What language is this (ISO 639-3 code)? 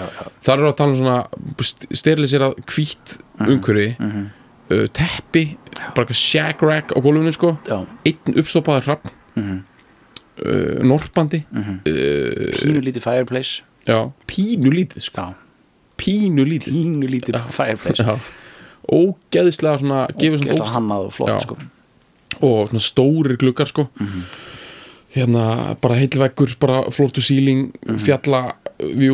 isl